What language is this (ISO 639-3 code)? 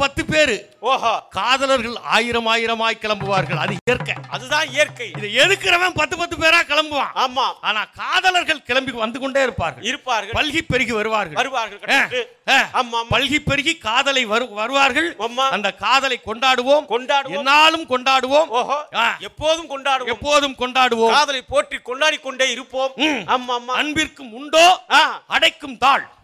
tam